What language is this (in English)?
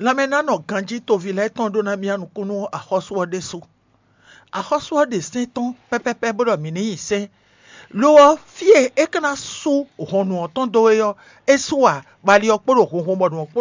Fon